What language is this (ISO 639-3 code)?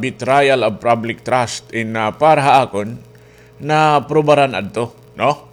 war